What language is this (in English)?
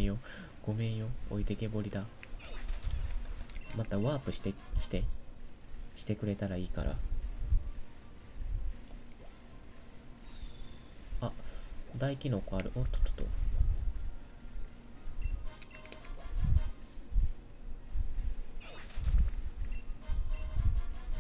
Japanese